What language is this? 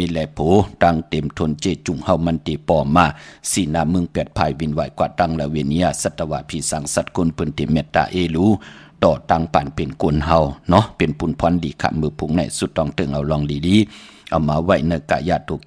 Shan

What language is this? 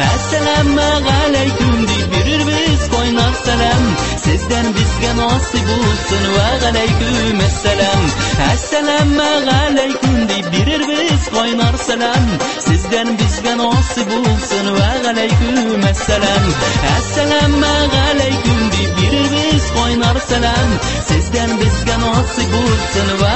Tatar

